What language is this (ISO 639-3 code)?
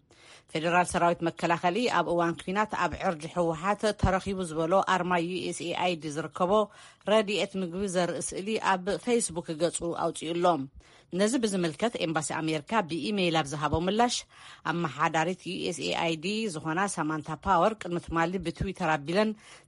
tir